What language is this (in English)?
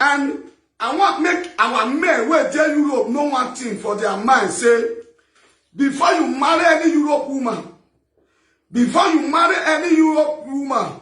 Nigerian Pidgin